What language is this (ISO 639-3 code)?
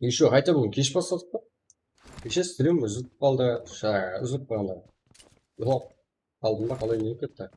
kaa